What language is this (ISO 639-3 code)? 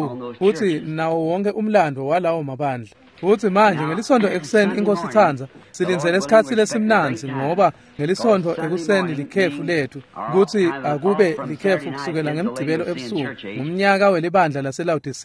ssw